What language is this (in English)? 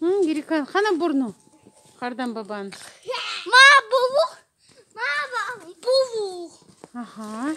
Crimean Tatar